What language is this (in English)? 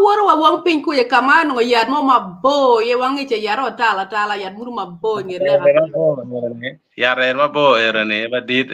Acoli